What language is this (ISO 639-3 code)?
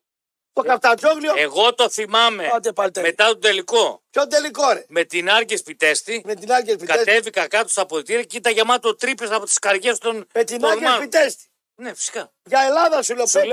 ell